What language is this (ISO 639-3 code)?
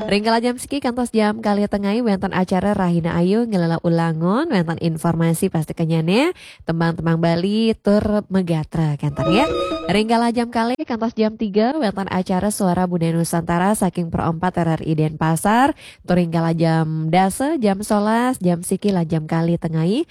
ban